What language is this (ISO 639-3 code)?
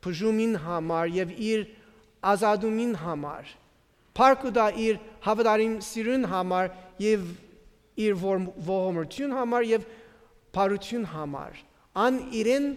hyw